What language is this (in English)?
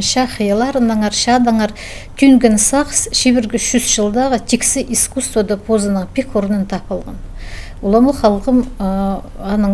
Khakas